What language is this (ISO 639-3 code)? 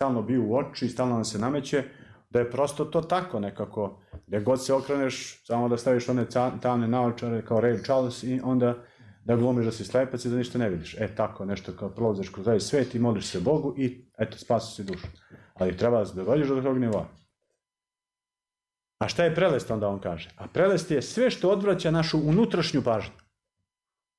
srp